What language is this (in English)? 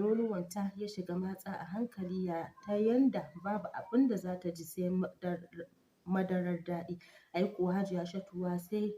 Hausa